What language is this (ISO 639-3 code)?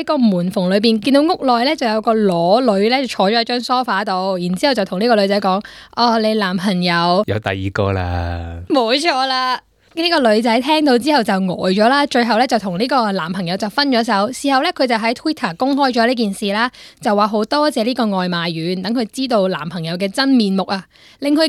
yue